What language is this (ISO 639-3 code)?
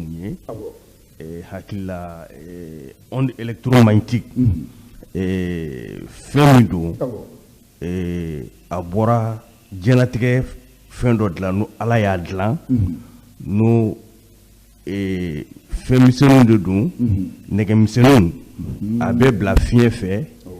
bam